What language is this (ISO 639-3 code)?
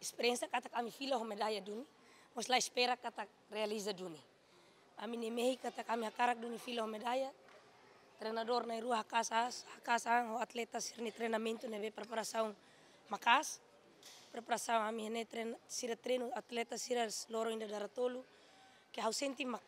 tet